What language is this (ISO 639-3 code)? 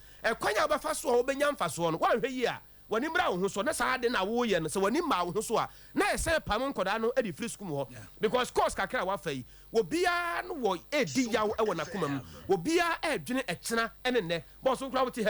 aka